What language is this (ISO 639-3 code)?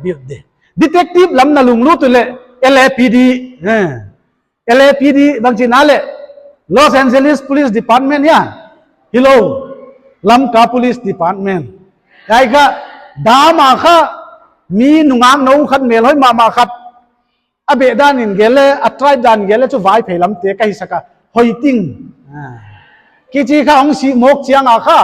pck